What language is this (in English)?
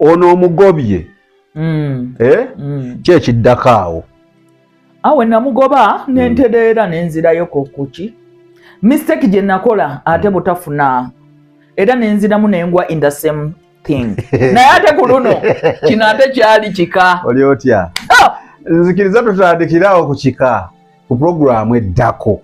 Ganda